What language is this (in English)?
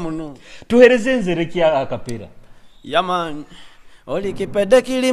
Nyoro